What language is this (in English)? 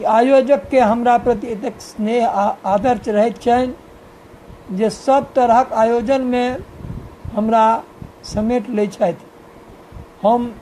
Maithili